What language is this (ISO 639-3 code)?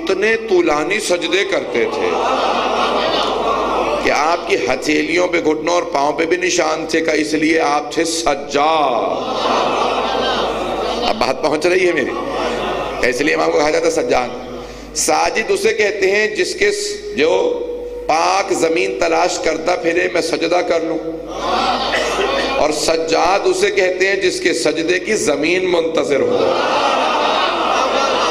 urd